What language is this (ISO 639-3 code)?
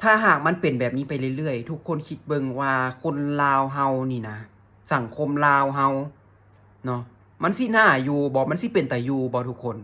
lao